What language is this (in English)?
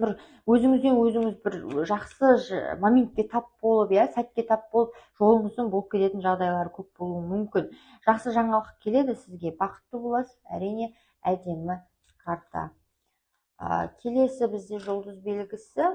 Kazakh